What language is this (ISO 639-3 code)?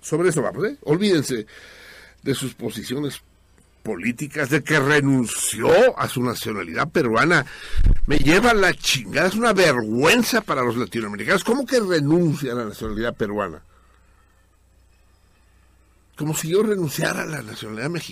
spa